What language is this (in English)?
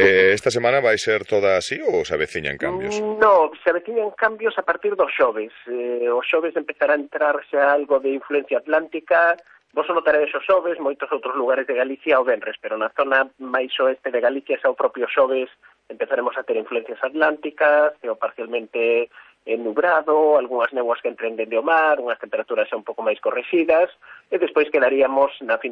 Galician